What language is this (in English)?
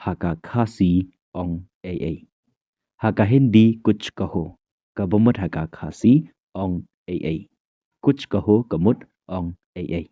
Khasi